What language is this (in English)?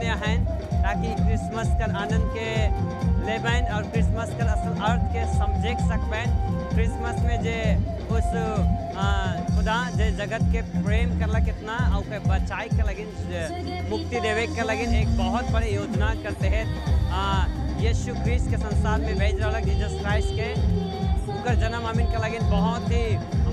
Sadri